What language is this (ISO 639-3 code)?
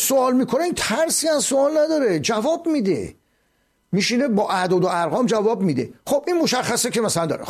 fas